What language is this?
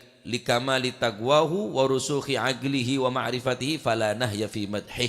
Madurese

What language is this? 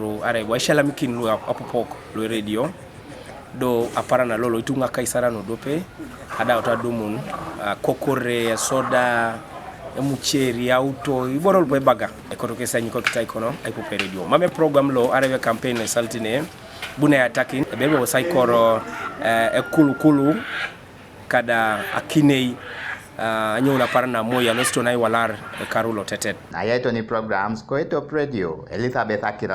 Teso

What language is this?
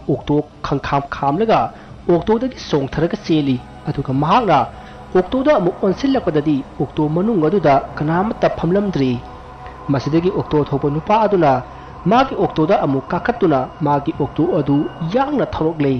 Manipuri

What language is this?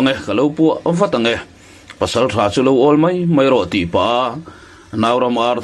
Mizo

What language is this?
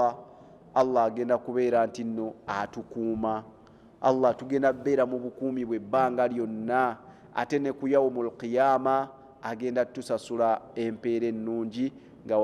Ganda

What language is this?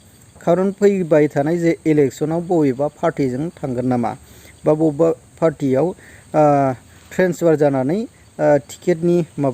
Bodo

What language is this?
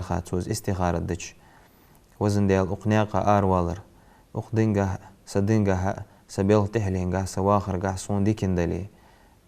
Ingush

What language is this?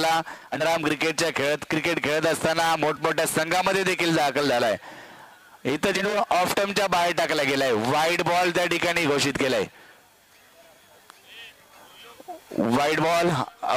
Marathi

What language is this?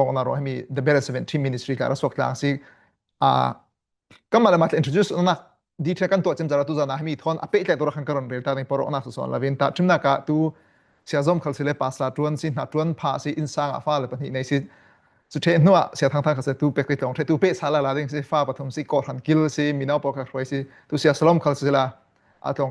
Falam Chin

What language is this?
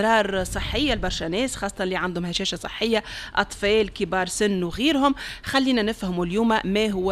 Tunisian Arabic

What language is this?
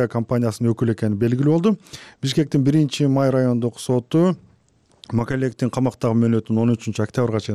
Kyrgyz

